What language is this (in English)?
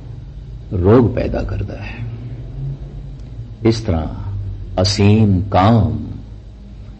Punjabi